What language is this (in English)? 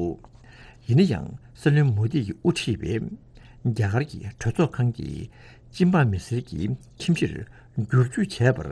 Tibetan